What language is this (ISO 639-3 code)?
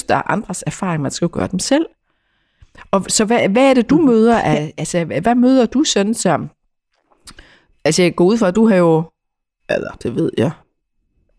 dan